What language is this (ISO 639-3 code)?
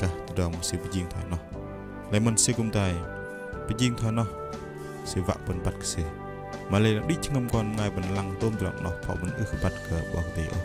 bdq